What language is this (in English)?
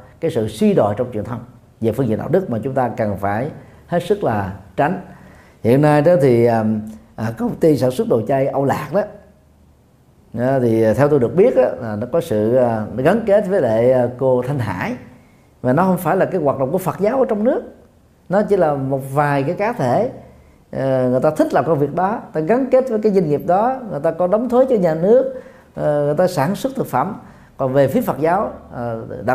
Vietnamese